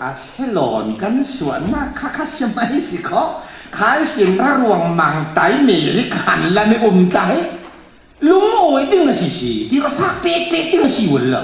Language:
Falam Chin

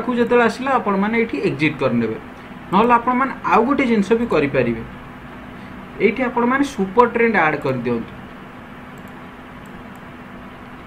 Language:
Odia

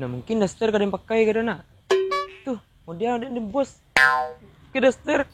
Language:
Minangkabau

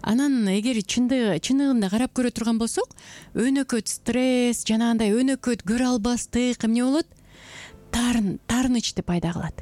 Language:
Kyrgyz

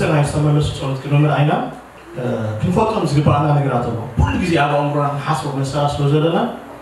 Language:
Tigrinya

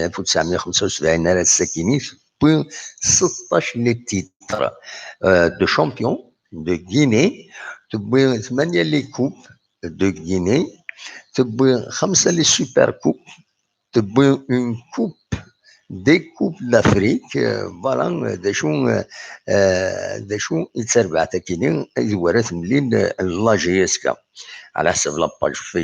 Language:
Kabyle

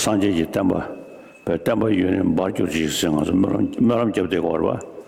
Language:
Tibetan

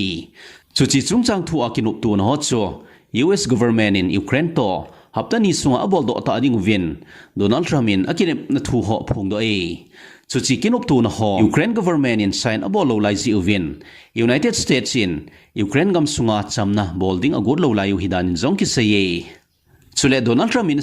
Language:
Thado Chin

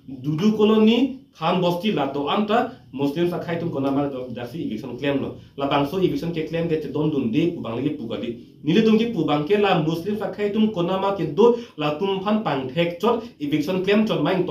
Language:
Karbi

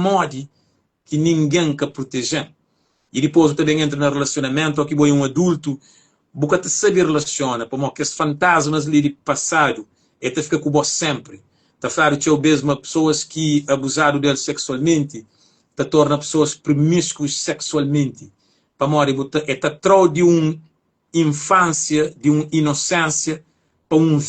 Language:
Kabuverdianu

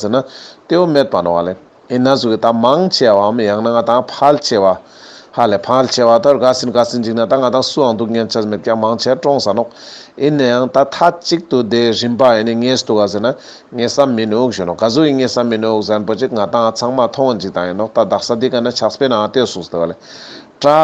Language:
Ladakhi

